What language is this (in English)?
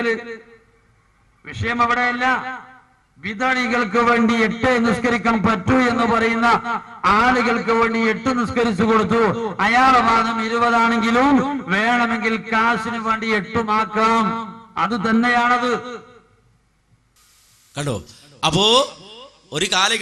Malayalam